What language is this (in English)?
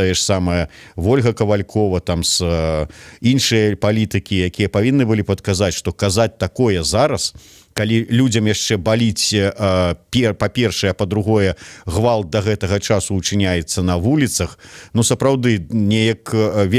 Belarusian